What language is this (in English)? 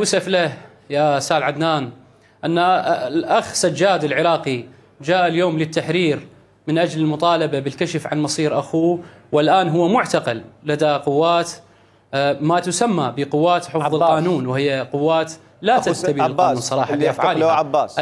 Mesopotamian Arabic